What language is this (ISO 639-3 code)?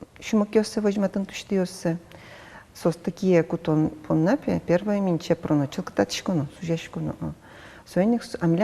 udm